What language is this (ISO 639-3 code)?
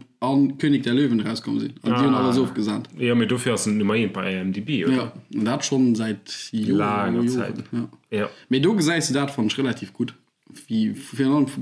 ltz